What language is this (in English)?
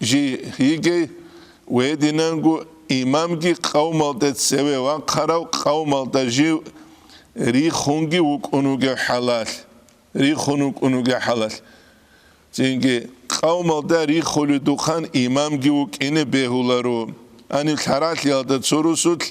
Avaric